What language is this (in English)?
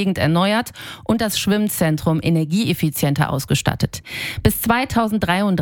German